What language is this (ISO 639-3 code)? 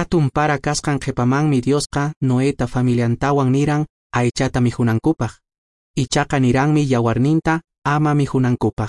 que